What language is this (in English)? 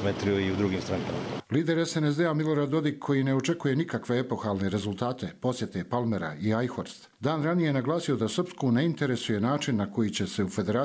Croatian